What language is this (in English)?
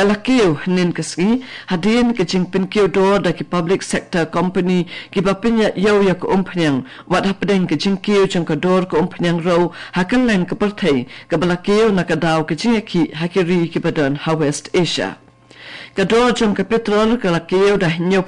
Khasi